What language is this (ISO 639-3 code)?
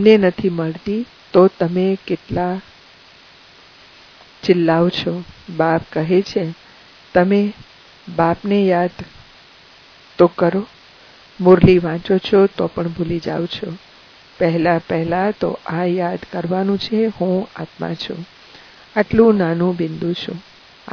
guj